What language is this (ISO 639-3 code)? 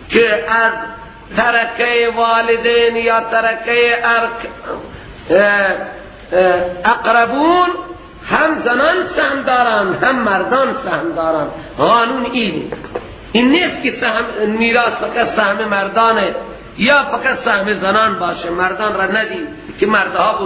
fas